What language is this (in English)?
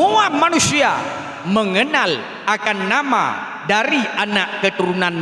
Achinese